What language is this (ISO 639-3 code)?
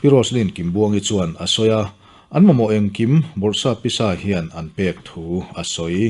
lus